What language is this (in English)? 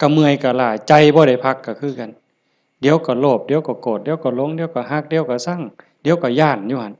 Lao